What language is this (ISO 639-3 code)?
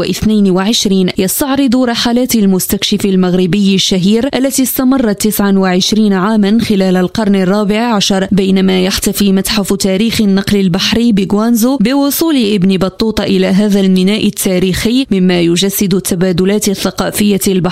ara